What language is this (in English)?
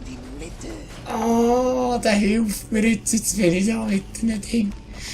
Swiss German